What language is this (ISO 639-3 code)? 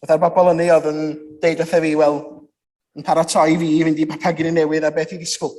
cym